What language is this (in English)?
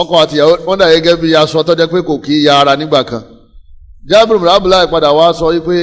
Yoruba